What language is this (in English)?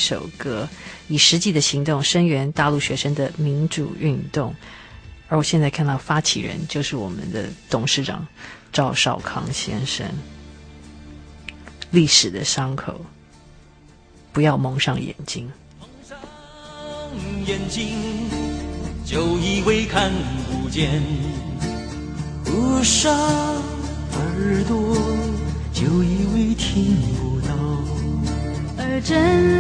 Chinese